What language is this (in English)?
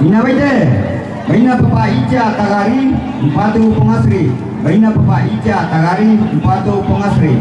Toraja-Sa'dan